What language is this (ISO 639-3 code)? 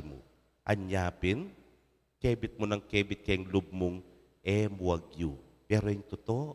pam